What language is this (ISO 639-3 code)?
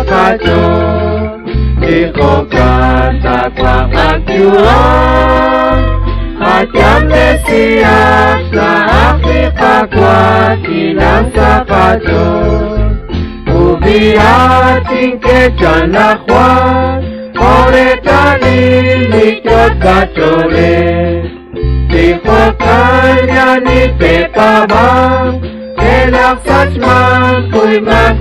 kek